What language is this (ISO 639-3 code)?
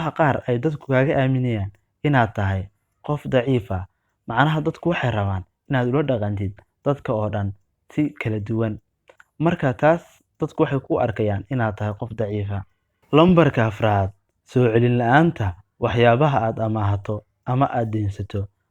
som